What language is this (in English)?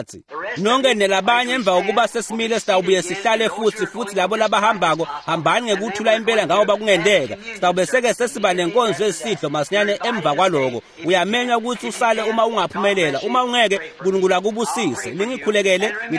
Swati